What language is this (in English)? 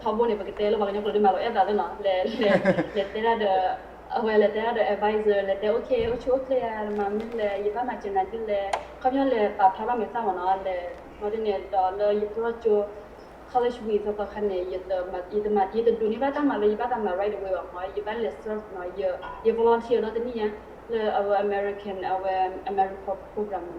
S'gaw Karen